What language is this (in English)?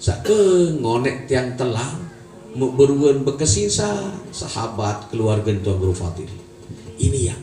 Sasak